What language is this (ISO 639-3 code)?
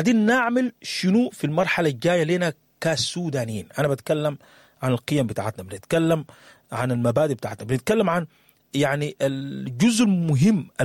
apd